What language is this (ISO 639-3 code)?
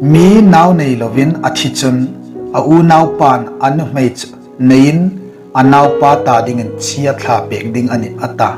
hmr